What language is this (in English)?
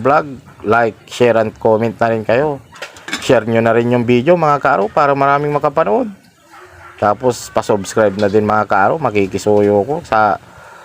Pangasinan